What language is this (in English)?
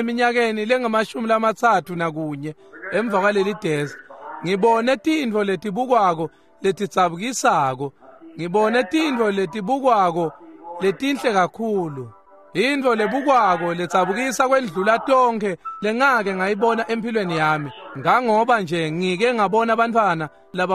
Swati